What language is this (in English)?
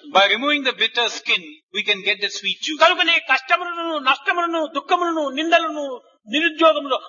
Telugu